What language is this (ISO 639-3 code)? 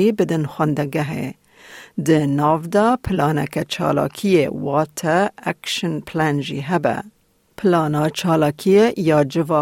kur